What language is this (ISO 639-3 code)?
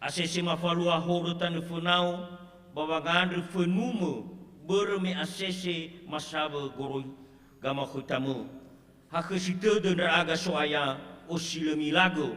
nia